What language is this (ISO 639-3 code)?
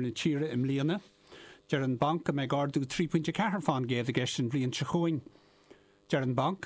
gle